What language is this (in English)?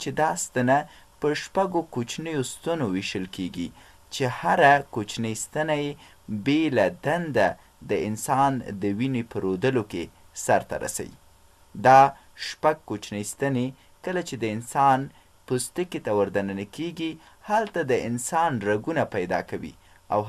Pashto